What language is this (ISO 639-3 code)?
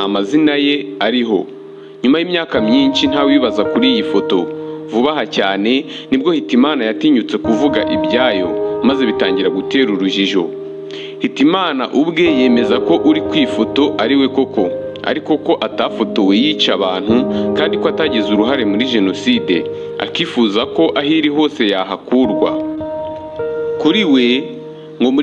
kin